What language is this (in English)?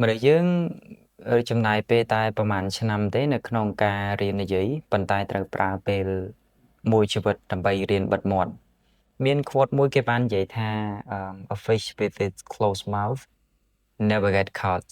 Khmer